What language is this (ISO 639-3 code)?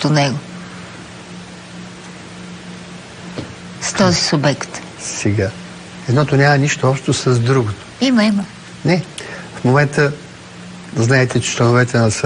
bul